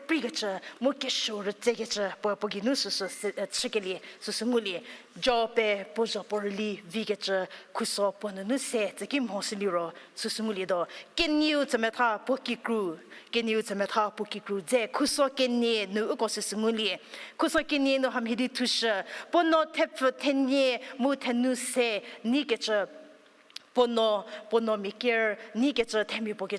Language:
Angami Naga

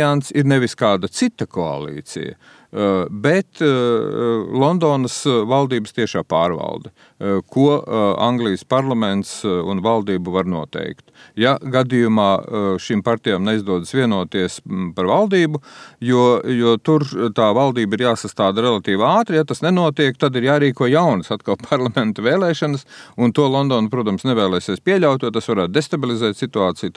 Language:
Latvian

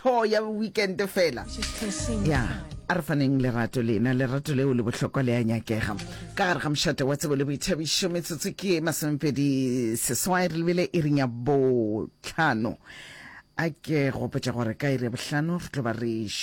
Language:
Northern Sotho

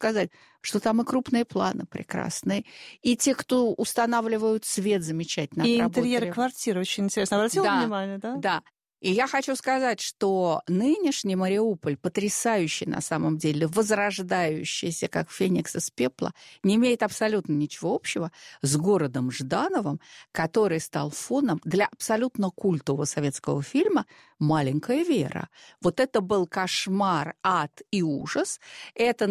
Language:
Russian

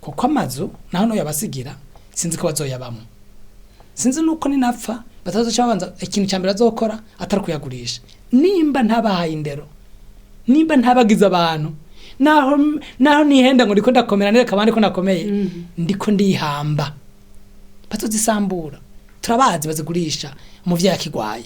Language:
Rundi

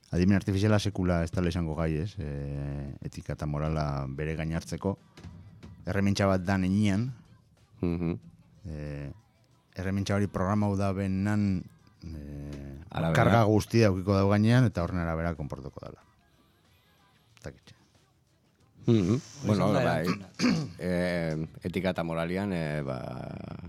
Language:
Basque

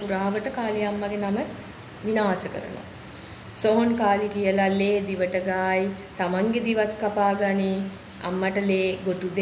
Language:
Sinhala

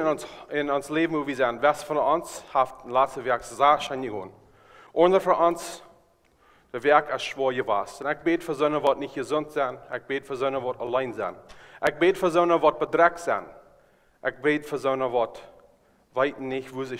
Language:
Plautdietsch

